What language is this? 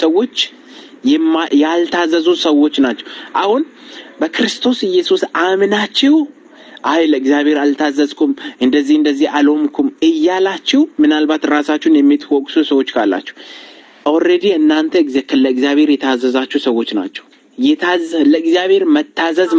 Amharic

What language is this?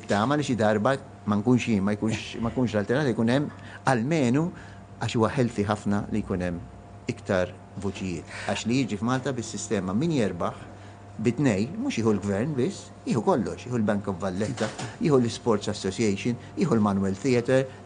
Maltese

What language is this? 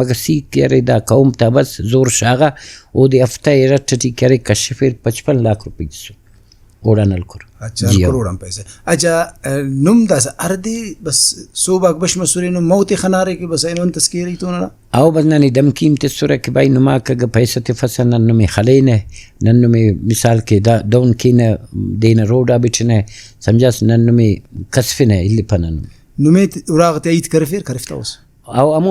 Brahui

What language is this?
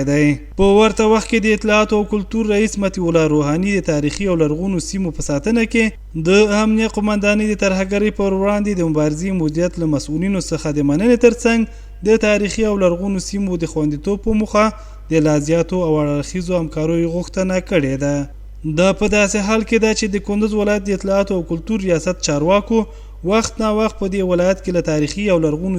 Pashto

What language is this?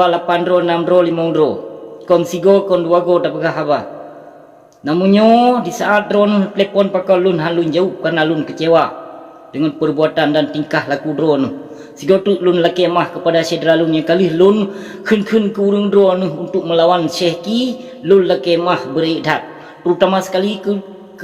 Achinese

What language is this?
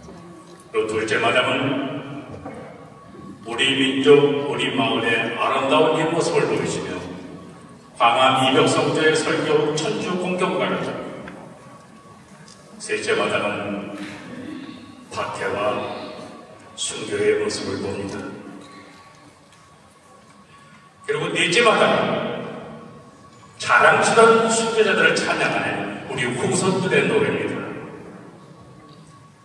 Korean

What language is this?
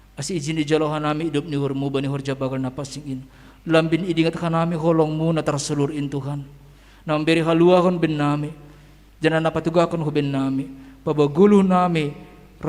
Batak Simalungun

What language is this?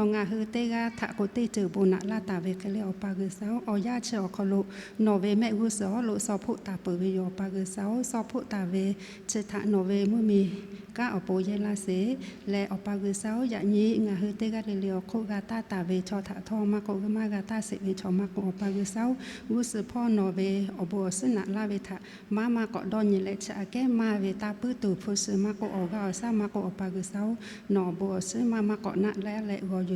Lahu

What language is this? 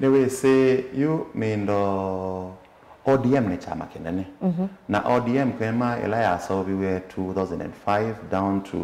Kamba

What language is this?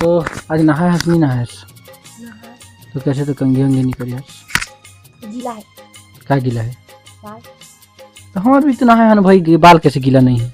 Chhattisgarhi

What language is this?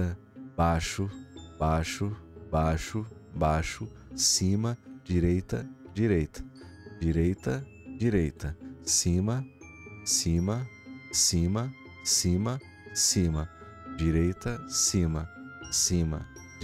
Portuguese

